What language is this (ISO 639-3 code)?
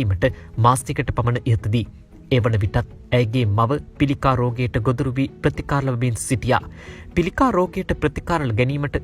sin